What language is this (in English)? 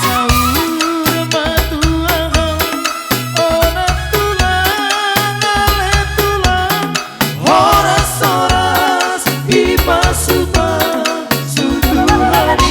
Batak Toba